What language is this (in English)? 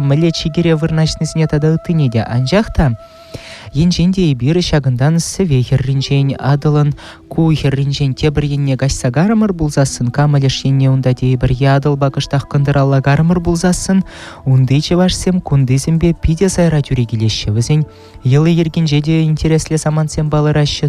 Chuvash